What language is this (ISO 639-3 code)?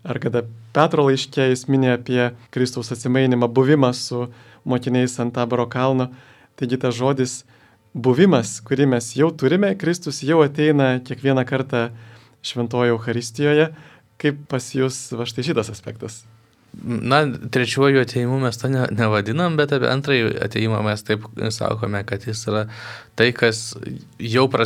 lit